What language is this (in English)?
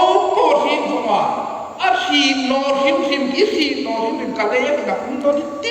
Hmar